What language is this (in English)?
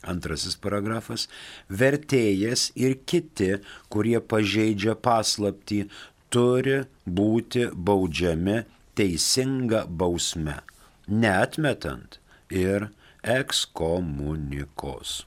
Lithuanian